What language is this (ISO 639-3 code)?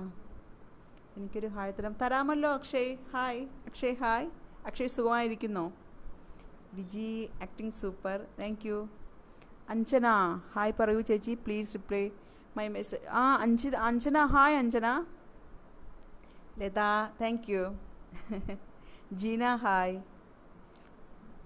mal